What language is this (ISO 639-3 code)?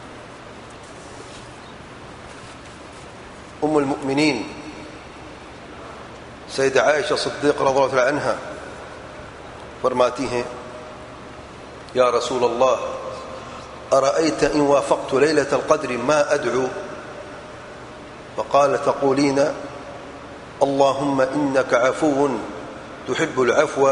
urd